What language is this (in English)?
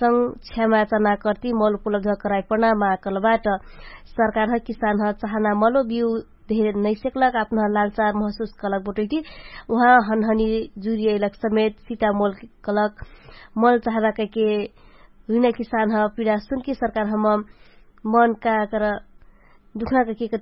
Dangaura Tharu